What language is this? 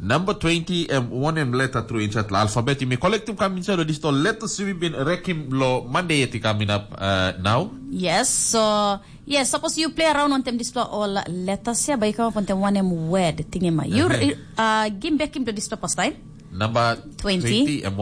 Tok Pisin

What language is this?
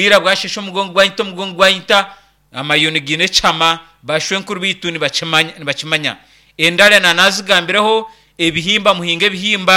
Nyankole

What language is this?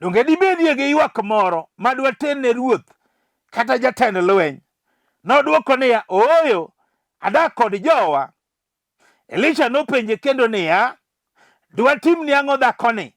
Luo (Kenya and Tanzania)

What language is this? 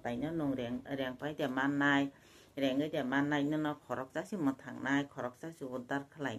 Kok Borok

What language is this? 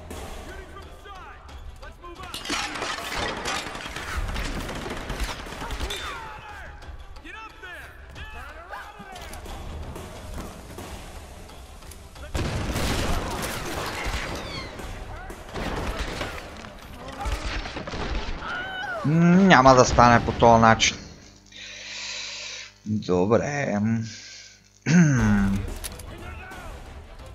Bulgarian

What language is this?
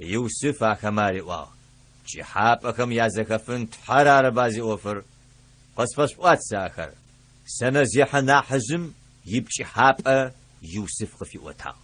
Adyghe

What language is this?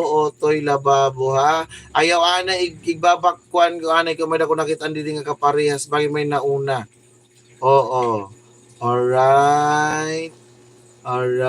Waray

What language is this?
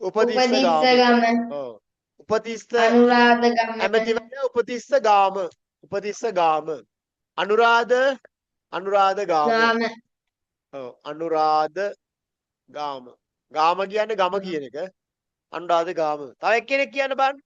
Sinhala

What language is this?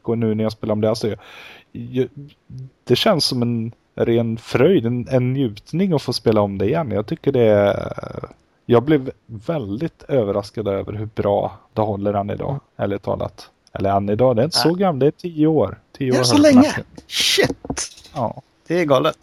Swedish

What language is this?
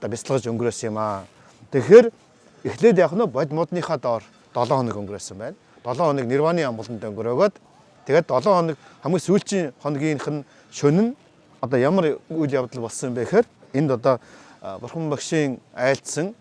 Mongolian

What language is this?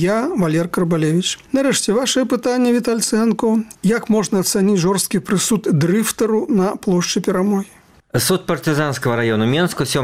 Belarusian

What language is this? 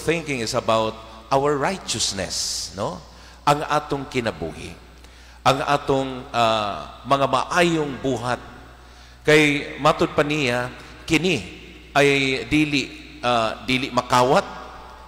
Cebuano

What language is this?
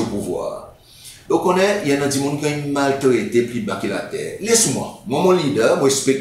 Seselwa Creole French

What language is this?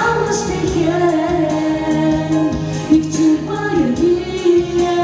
Chuvash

